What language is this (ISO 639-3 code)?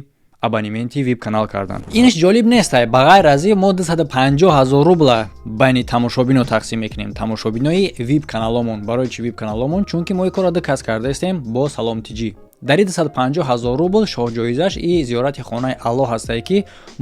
tgk